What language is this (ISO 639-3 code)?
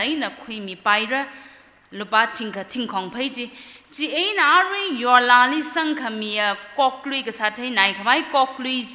nmf